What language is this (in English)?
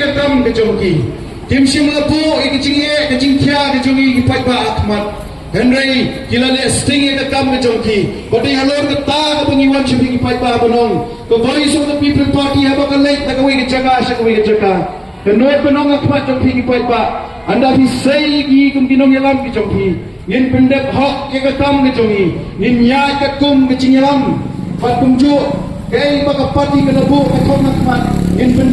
Khasi